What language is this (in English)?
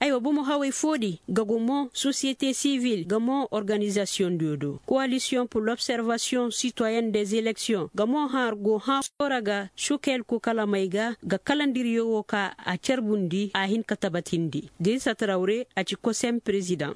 Koyraboro Senni